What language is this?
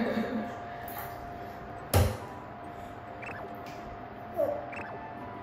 Japanese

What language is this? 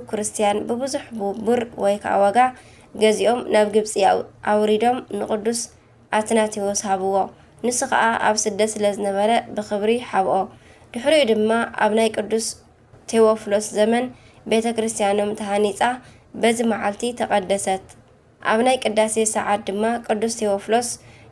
Tigrinya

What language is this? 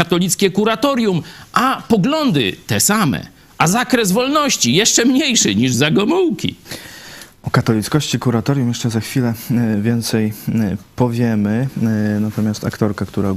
Polish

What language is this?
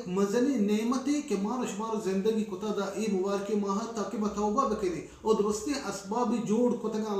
Baluchi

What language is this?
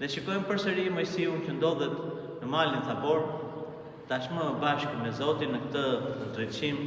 Albanian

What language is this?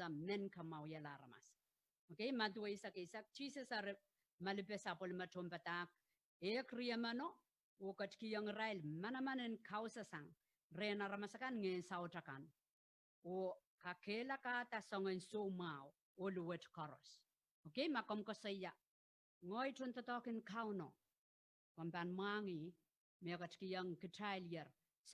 Pohnpeian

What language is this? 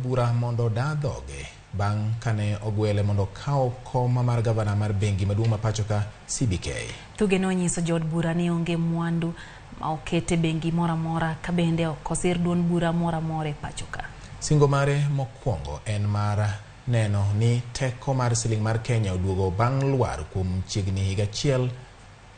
Luo (Kenya and Tanzania)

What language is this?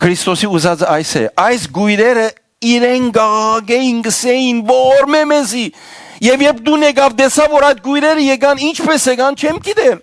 Western Armenian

